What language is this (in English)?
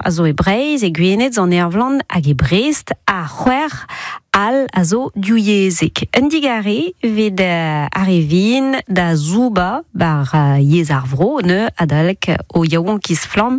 Breton